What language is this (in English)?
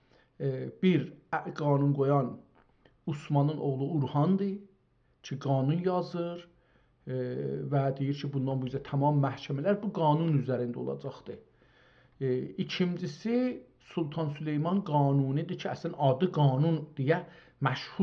South Azerbaijani